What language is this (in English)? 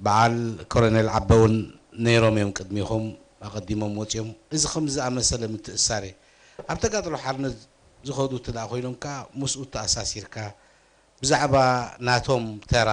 Tigrinya